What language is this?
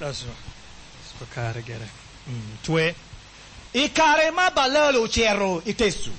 Acoli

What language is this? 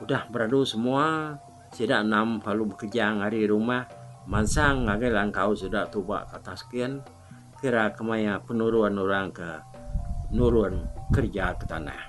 Iban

